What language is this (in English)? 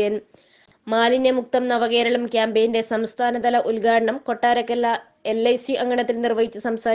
Malayalam